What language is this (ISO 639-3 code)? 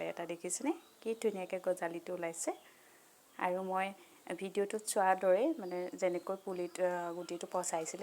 asm